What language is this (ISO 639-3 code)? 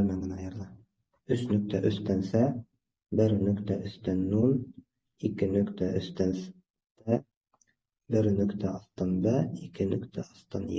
bak